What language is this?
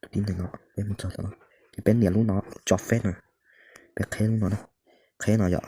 Hmong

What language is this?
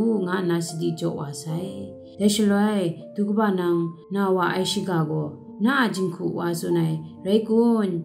Kachin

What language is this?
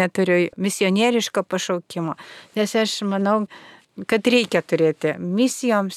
Lithuanian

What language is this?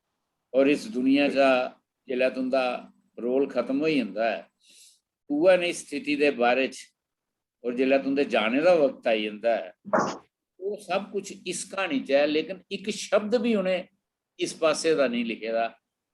Dogri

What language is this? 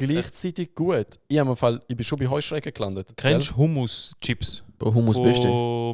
Swiss German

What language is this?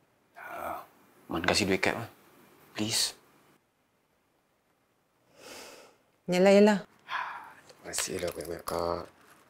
Malay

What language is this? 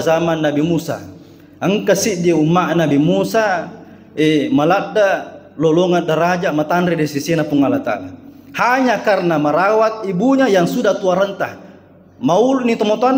Buginese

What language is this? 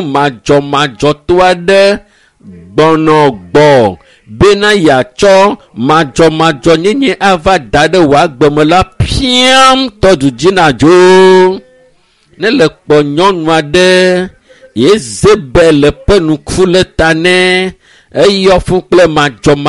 Ewe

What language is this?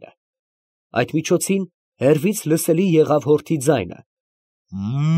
Armenian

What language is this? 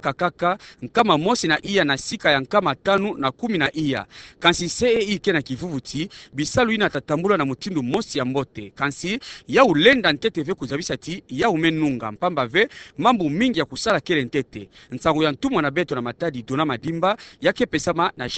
Kituba (Democratic Republic of Congo)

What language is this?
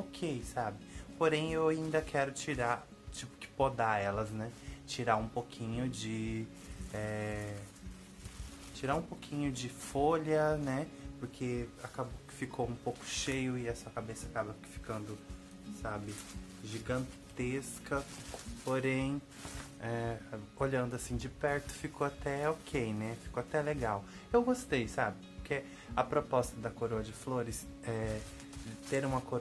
Portuguese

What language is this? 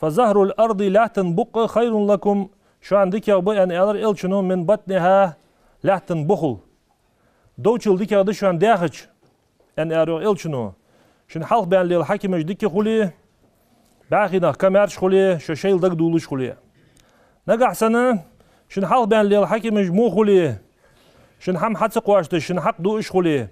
Ingush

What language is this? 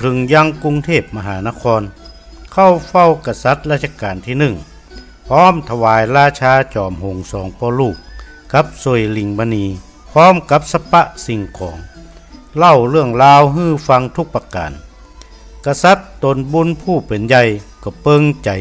Northern Thai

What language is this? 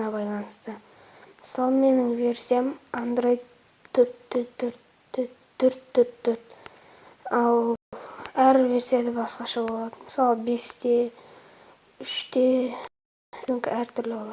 Kazakh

